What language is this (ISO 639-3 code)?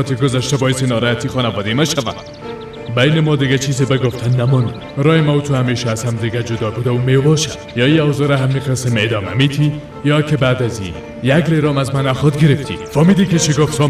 fas